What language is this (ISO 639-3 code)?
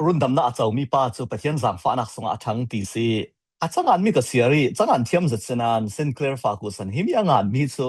cfm